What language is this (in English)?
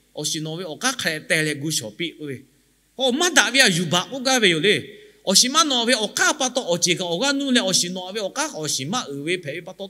Lahu